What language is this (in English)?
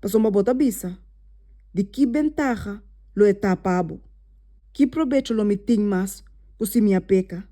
Papiamento